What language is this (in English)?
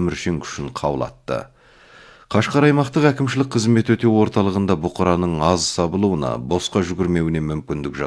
Kazakh